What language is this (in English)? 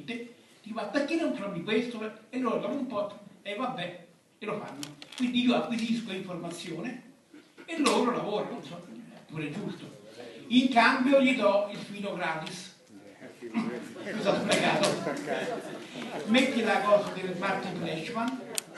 Italian